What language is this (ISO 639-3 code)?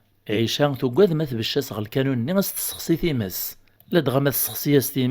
kab